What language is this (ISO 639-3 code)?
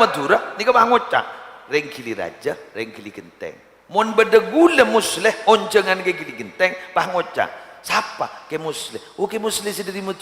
mad